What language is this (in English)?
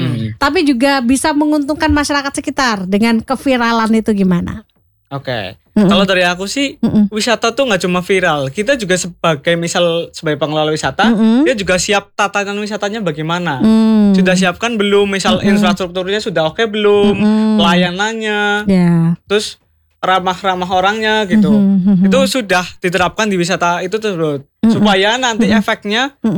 Indonesian